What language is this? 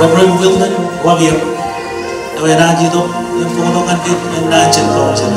Marshallese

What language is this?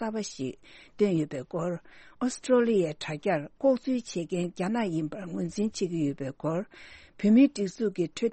Tibetan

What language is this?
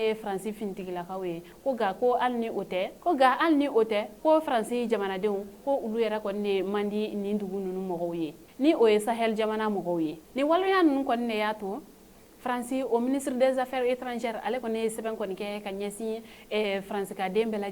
Bambara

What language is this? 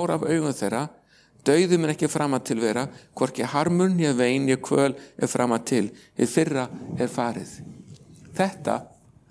Icelandic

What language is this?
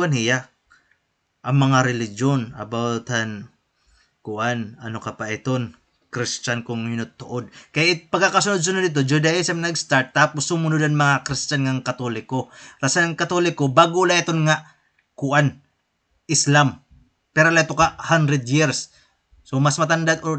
Waray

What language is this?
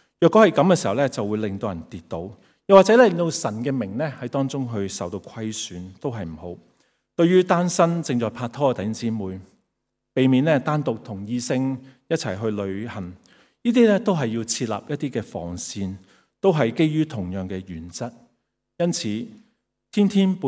Cantonese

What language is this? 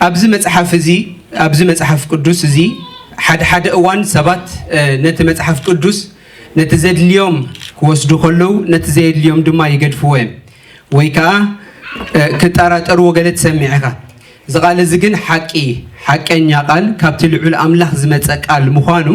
Tigrinya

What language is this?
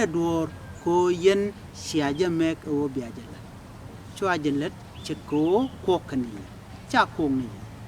Nuer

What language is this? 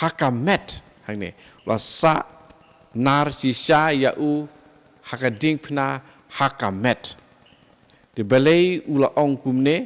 Khasi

